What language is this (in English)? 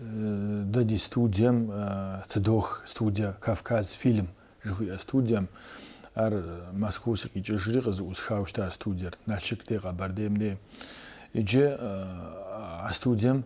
Kabardian